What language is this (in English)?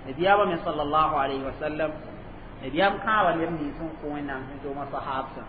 Mossi